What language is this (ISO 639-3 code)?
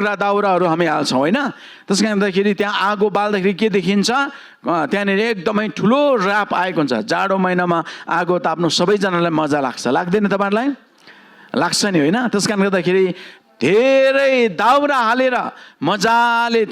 nep